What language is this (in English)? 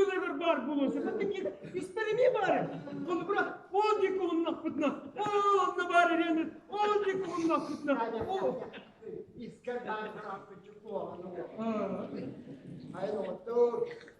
Yakut